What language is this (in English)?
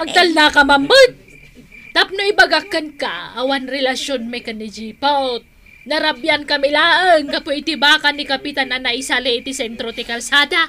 Iloko